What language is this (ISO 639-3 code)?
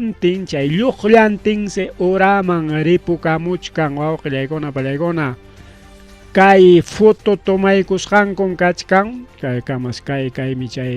quy